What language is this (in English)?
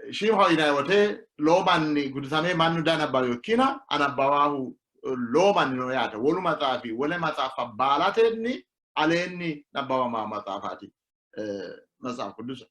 Sidamo